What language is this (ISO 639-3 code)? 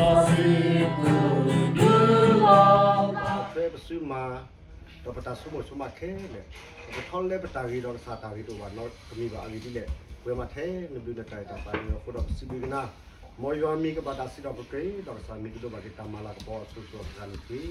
ksw